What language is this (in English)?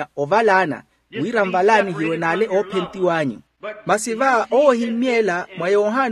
Makhuwa